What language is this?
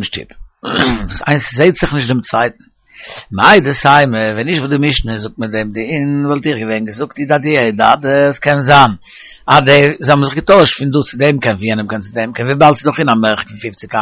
Yiddish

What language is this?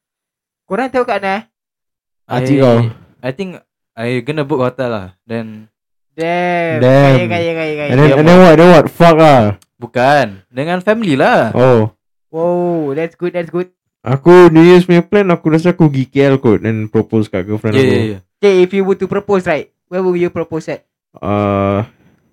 Malay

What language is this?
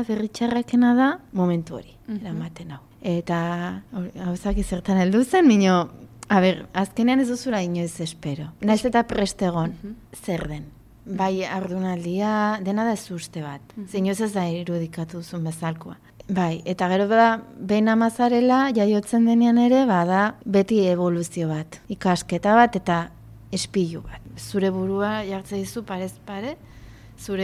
Basque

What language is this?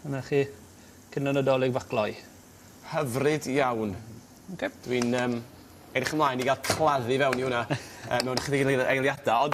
Welsh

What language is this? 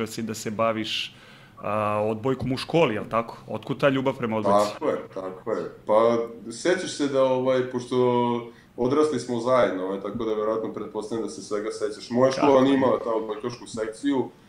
Serbian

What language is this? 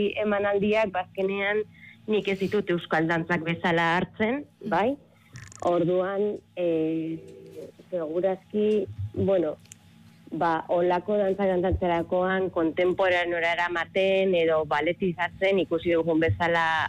Basque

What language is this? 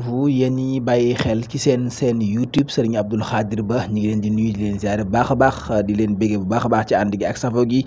Wolof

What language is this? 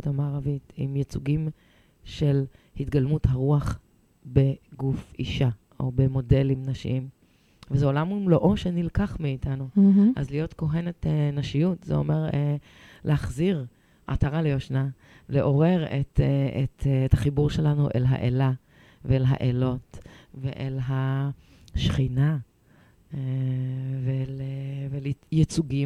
Hebrew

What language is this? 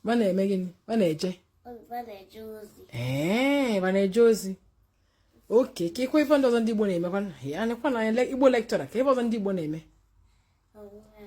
Igbo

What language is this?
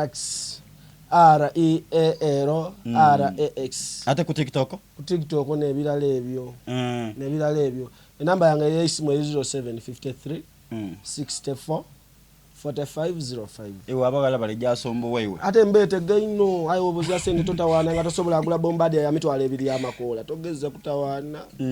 Soga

